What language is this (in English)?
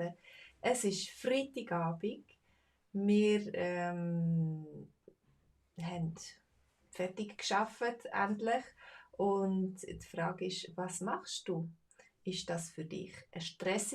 Swiss German